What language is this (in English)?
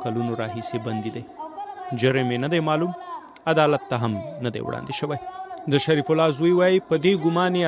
Pashto